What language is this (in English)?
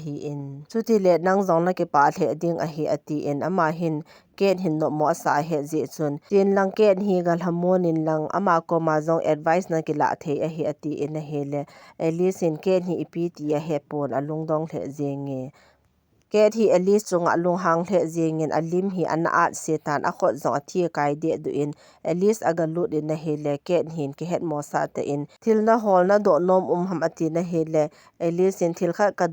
Thado Chin